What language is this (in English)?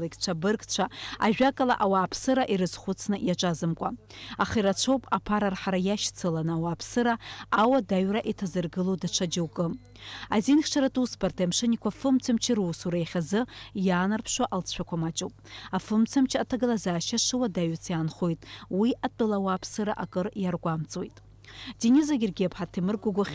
Abkhazian